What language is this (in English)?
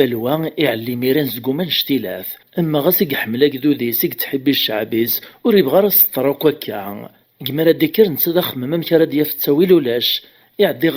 Kabyle